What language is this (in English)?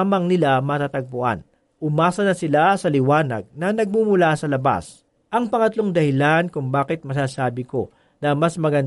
Filipino